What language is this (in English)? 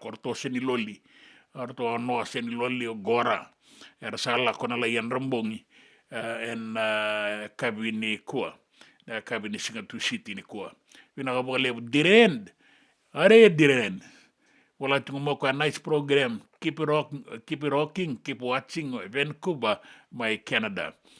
Fijian